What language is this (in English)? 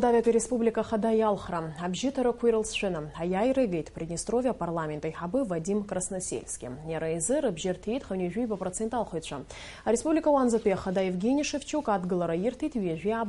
Abkhazian